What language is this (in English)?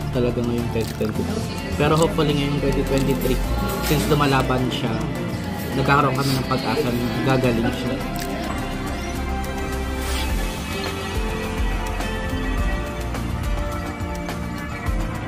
Filipino